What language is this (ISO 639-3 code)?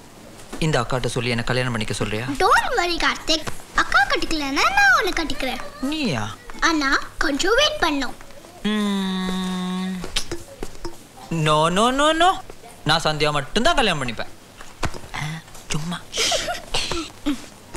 tam